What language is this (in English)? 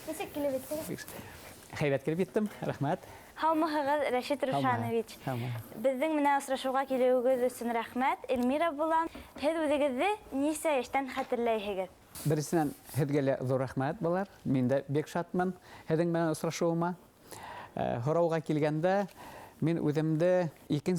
Bashkir